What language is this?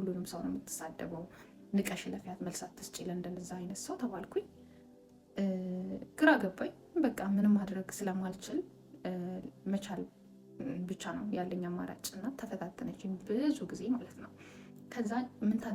Amharic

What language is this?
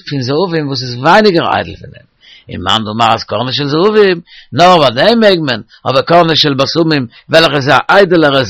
Yiddish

